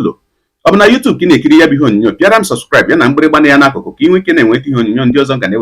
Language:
Igbo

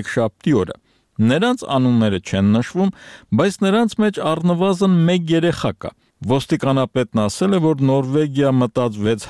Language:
Armenian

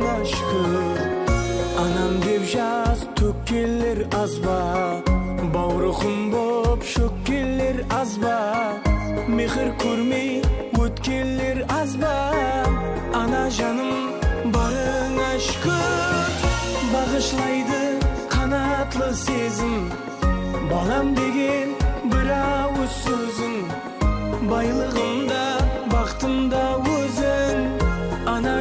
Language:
Kara-Kalpak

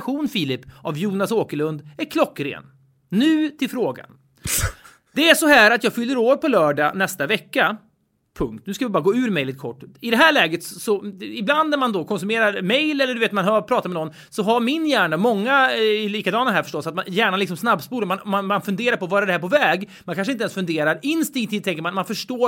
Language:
Swedish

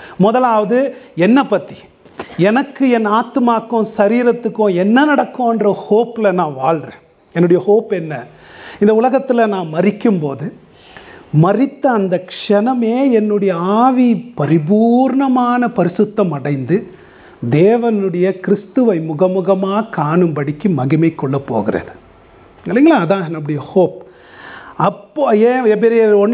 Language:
Tamil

